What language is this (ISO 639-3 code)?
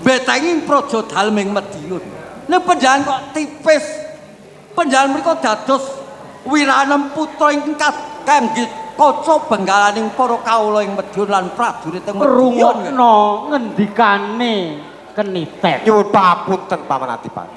jav